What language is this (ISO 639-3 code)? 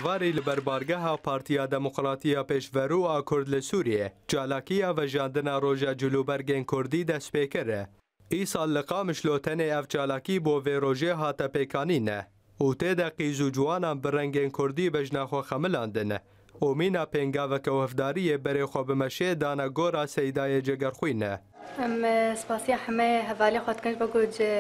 kur